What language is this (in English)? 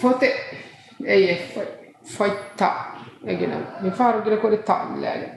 Divehi